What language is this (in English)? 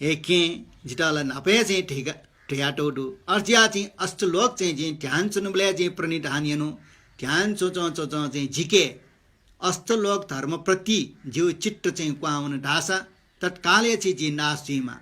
Newari